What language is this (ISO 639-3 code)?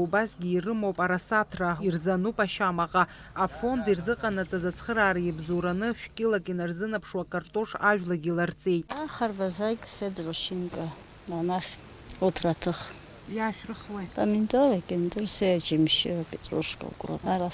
abk